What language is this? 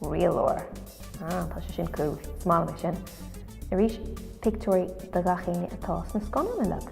Irish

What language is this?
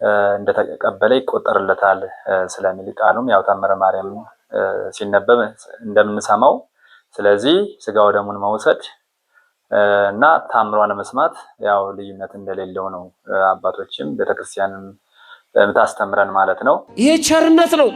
Amharic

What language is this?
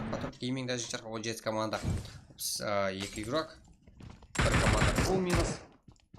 Kara-Kalpak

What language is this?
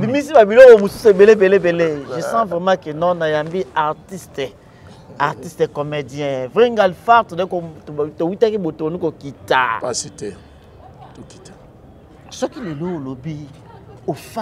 Lingala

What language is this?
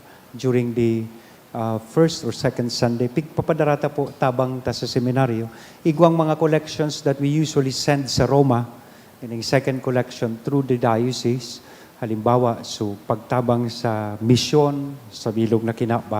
Bikol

